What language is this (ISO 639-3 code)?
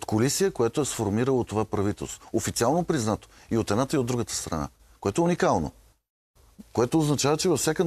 bul